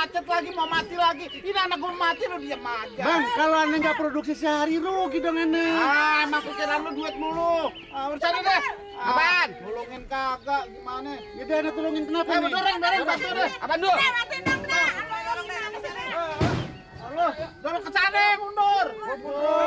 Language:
Betawi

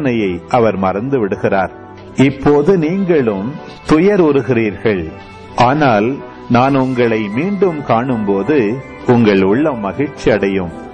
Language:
Tamil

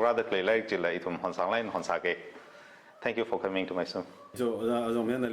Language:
Tangkhul Naga (India)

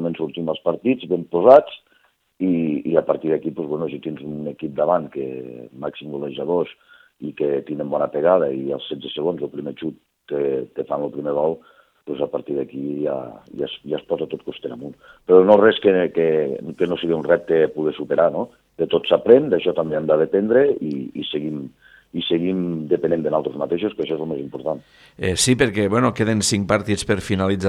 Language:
Catalan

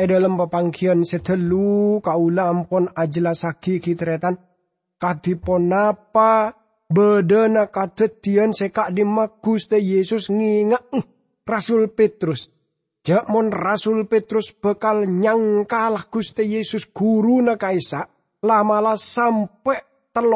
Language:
Madurese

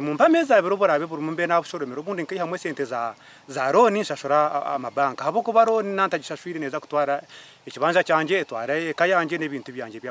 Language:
Nyankole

